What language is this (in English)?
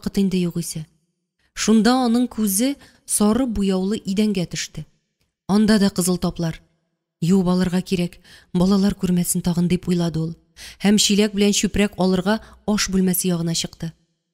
Tatar